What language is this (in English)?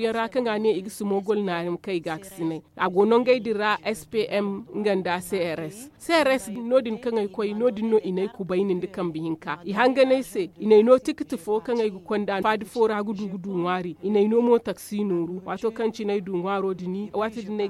Zarma